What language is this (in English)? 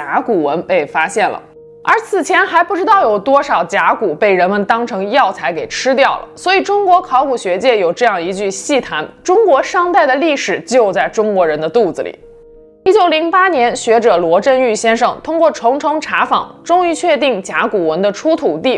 Chinese